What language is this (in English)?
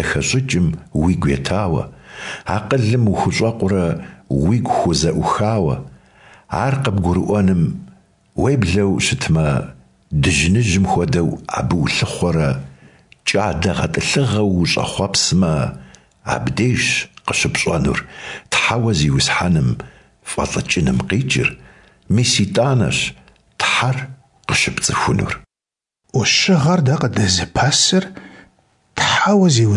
Kabardian